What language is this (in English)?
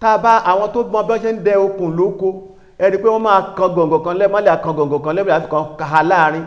Yoruba